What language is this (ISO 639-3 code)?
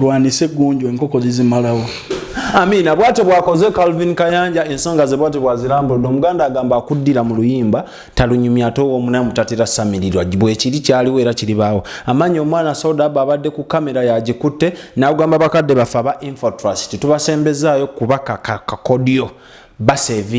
lug